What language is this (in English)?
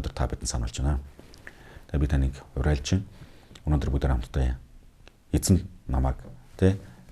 Mongolian